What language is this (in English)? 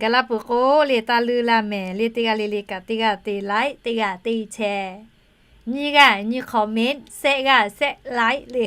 Lahu